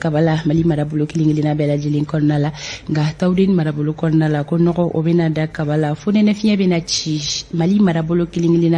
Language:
Bambara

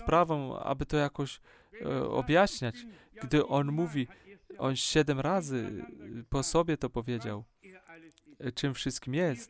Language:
Polish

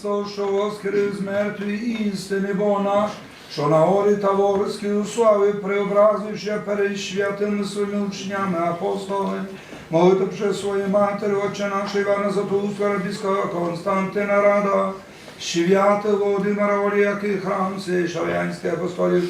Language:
Rusyn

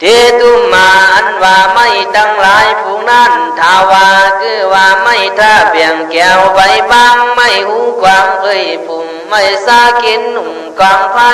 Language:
Khün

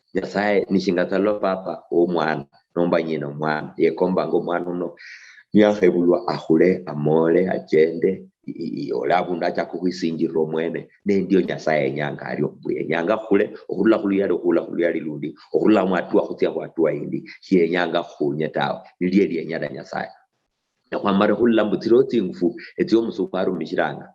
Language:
Luyia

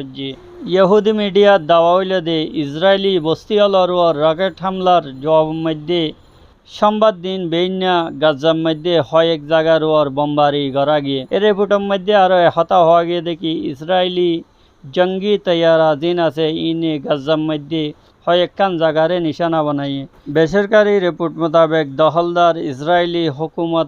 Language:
Rohingya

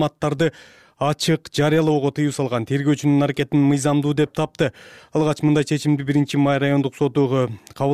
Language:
Kyrgyz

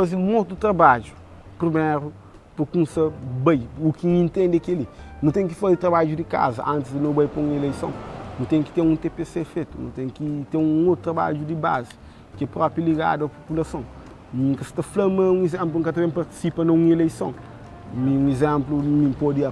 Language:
Kabuverdianu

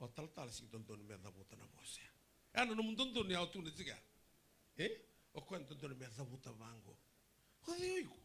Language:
Fijian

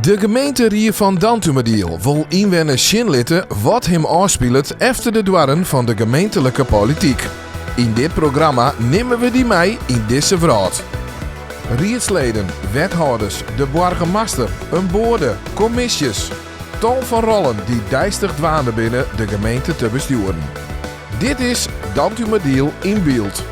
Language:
Western Frisian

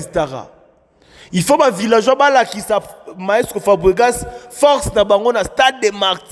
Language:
Lingala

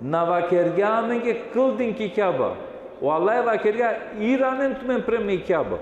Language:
Balkan Romani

